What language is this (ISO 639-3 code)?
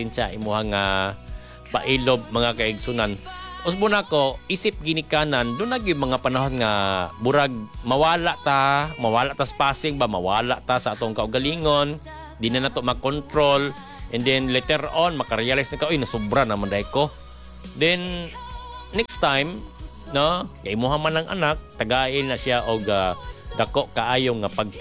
ceb